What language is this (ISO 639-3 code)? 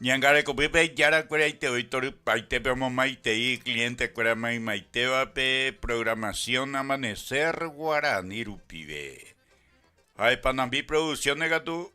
grn